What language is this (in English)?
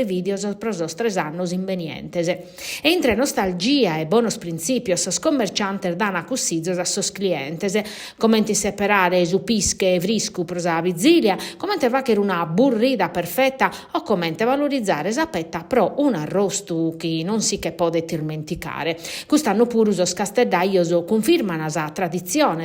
Sardinian